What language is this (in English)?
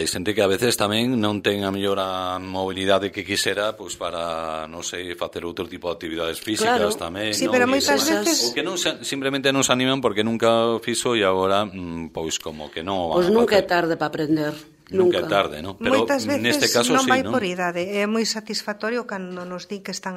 Galician